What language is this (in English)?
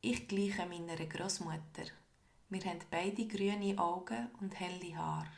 Swiss German